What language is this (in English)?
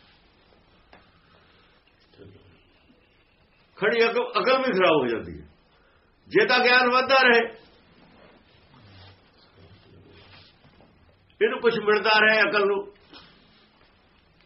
Punjabi